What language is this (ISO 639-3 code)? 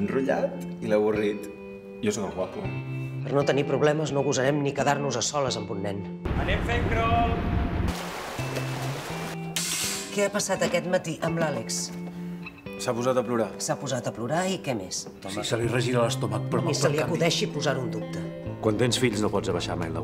cat